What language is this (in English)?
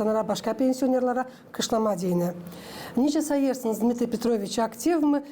Gagauz